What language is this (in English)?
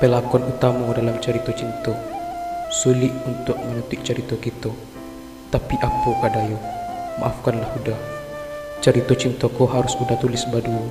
Minangkabau